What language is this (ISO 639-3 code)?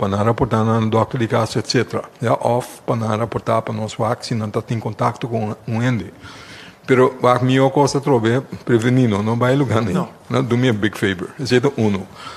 pap